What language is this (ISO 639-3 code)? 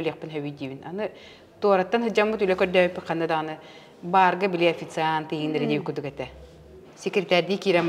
sah